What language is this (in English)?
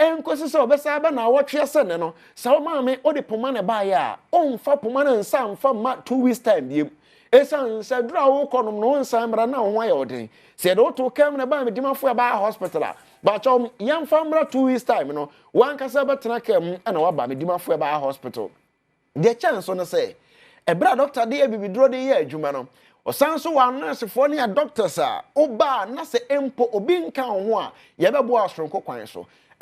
Akan